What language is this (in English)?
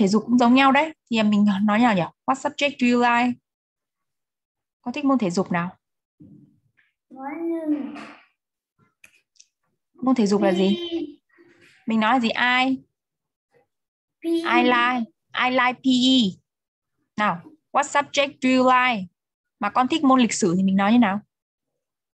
Vietnamese